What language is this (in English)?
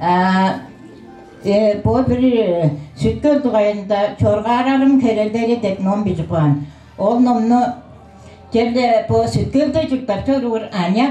Tuvinian